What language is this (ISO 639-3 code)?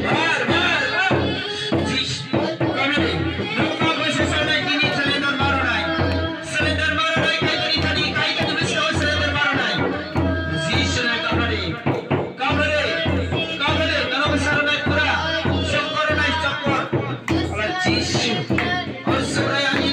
trp